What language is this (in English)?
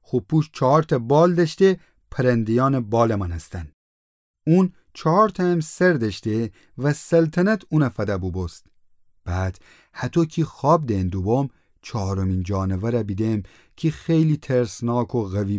Gilaki